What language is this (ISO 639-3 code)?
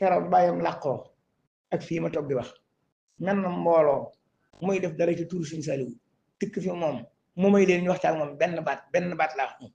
wol